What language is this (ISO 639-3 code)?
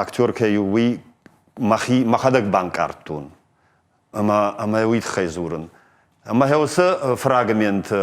oss